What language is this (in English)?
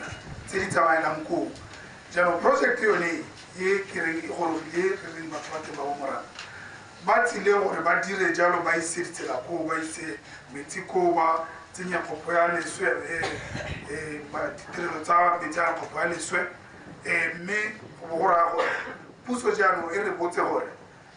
Tswana